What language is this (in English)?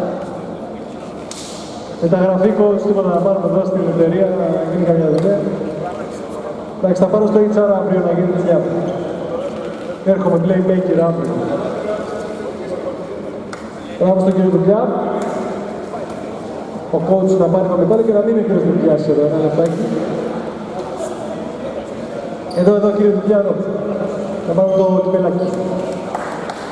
Greek